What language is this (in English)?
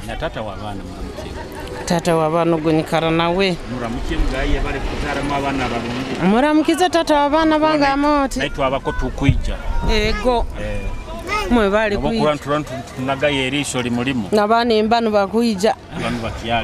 Nyoro